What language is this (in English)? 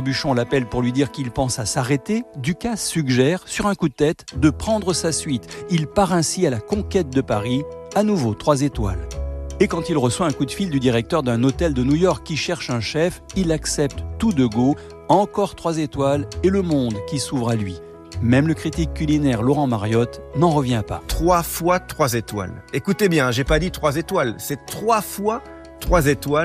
French